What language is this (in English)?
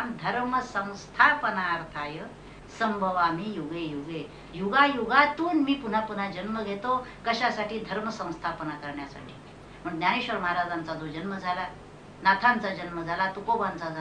Marathi